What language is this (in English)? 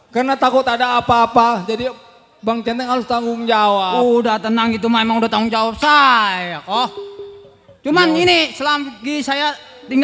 Betawi